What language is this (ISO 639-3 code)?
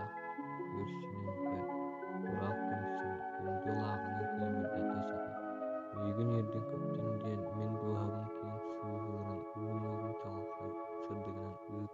sah